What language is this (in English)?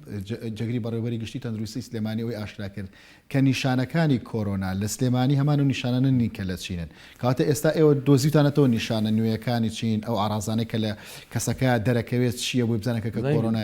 Central Kurdish